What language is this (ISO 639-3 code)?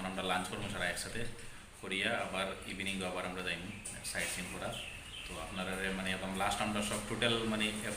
syl